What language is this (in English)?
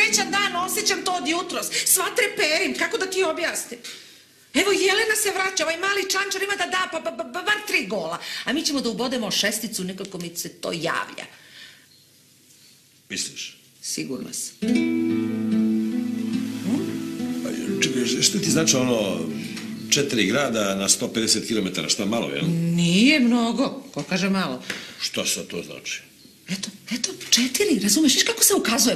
Serbian